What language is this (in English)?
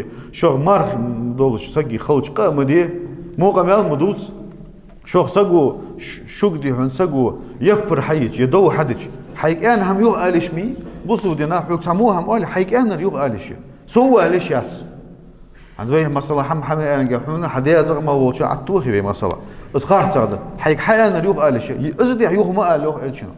Ingush